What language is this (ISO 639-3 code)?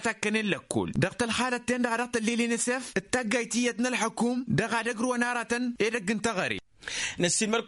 taq